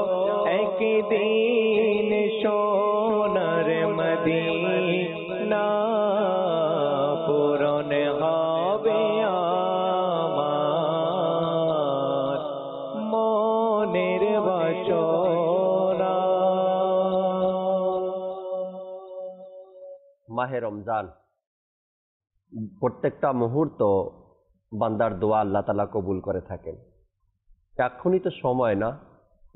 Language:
Bangla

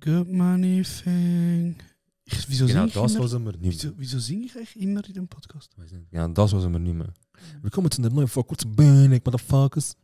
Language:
Swiss German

